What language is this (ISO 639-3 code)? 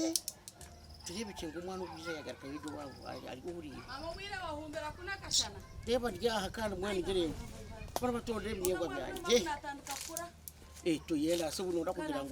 nyn